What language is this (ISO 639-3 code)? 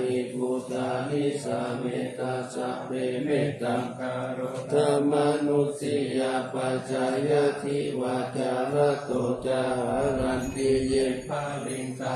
pli